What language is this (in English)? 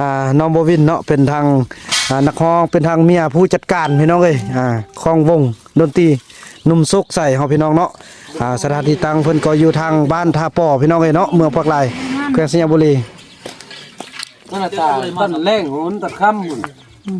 Lao